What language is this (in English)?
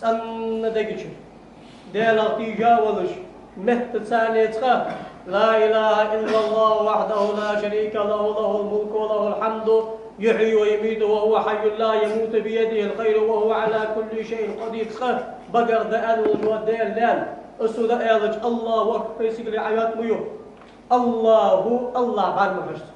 Ingush